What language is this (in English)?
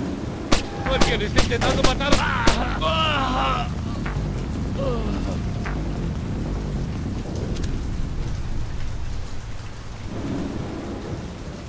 Spanish